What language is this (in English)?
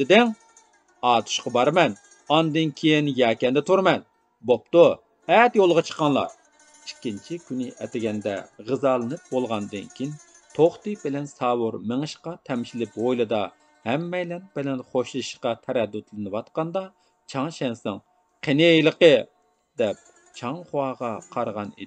Uyghur